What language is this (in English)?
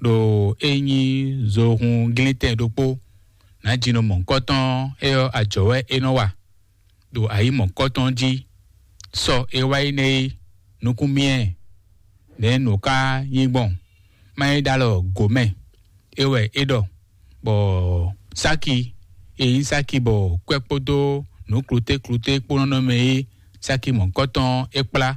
Fon